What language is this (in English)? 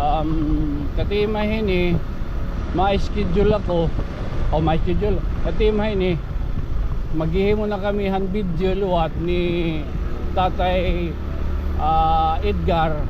Waray